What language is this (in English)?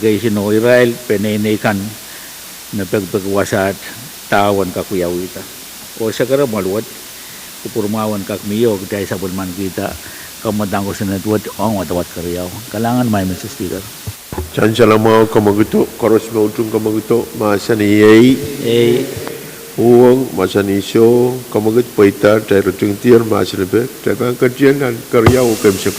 Pohnpeian